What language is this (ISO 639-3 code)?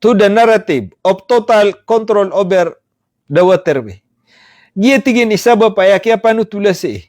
mrw